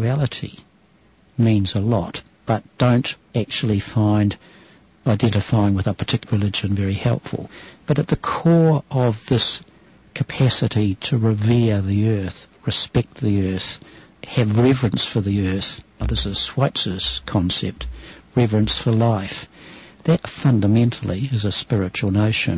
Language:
English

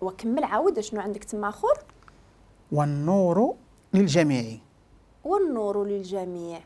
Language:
Moroccan Arabic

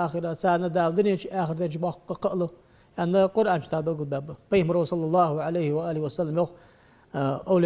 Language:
Ingush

